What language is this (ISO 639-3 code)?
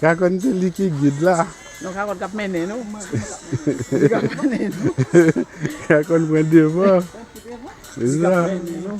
hat